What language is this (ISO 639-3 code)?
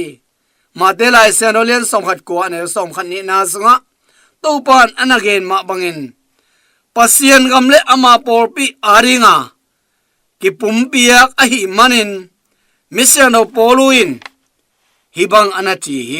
ctd